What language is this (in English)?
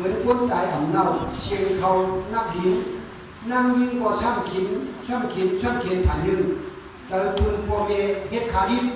Shan